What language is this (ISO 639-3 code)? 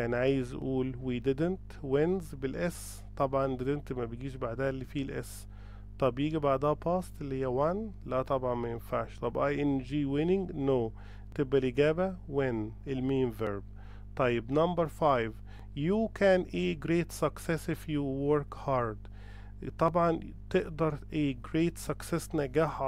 arz